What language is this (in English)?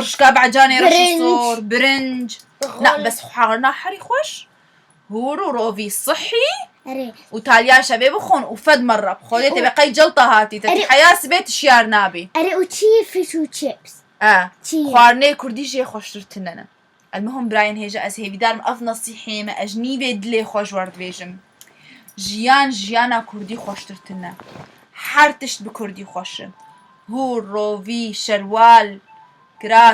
Kurdish